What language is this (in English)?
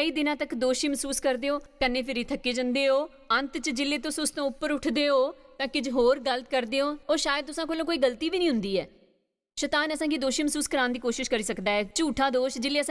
Dogri